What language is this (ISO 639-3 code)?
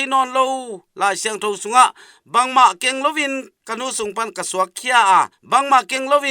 ctd